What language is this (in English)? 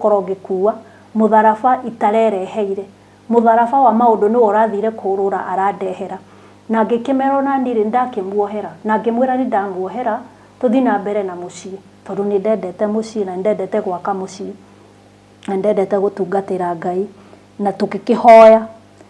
Kikuyu